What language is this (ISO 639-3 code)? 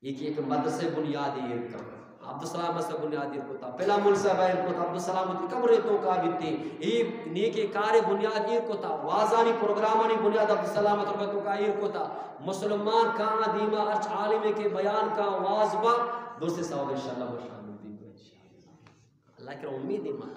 bgp